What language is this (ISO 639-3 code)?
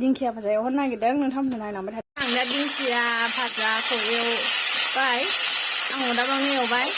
brx